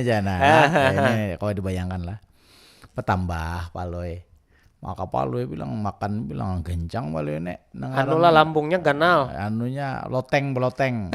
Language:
Banjar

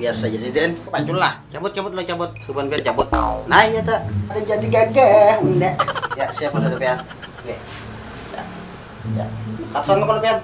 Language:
Banjar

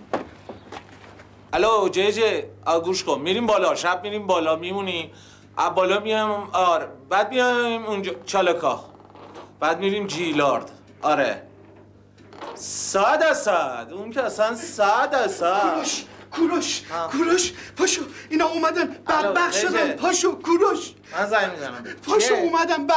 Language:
Persian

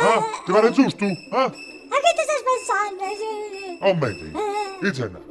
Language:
Sardinian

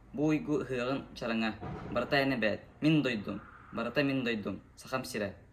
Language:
Yakut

